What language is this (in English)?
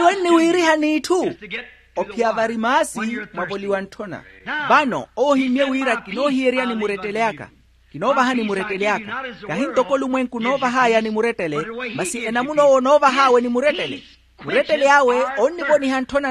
Makhuwa